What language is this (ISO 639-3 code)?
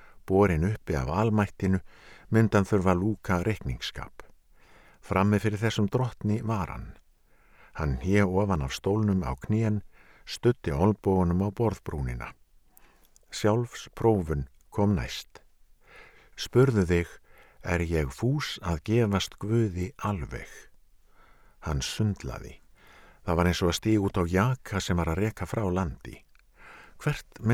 isl